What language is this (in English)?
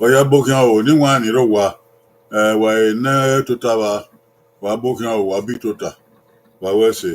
Bini